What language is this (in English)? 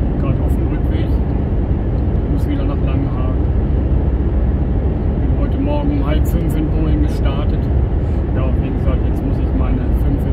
German